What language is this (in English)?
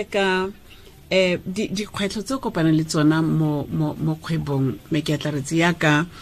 Tswana